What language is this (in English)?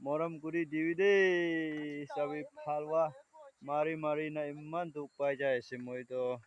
Naga Pidgin